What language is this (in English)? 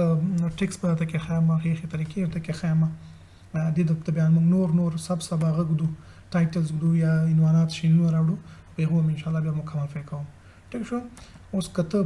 Pashto